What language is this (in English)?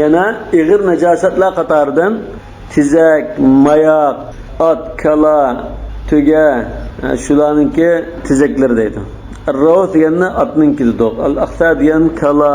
Uyghur